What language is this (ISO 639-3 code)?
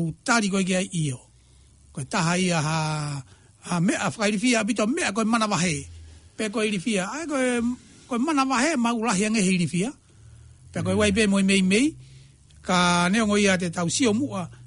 ton